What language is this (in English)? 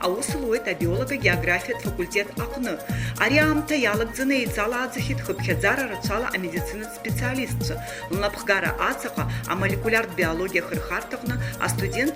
Abkhazian